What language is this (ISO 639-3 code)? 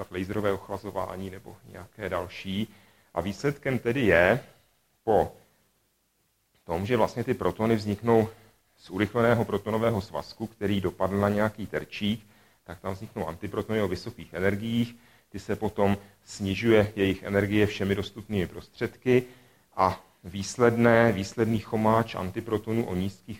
ces